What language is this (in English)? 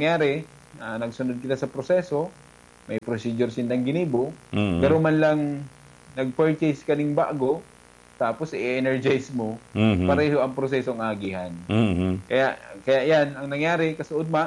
Bikol